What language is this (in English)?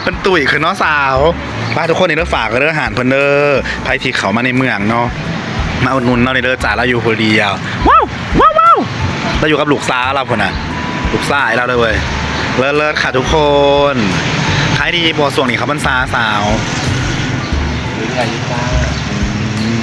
Northeastern Thai